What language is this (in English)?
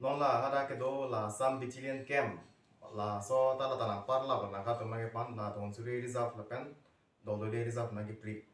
Karbi